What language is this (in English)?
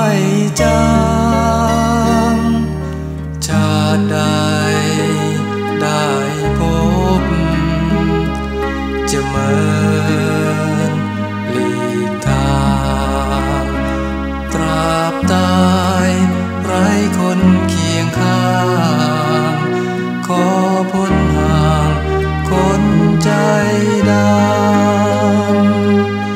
Thai